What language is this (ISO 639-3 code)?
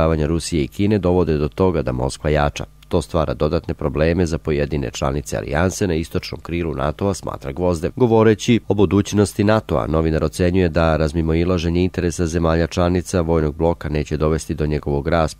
srp